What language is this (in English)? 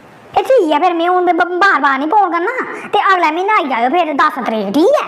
Dogri